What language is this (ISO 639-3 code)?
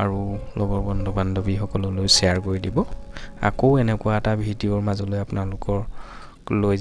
asm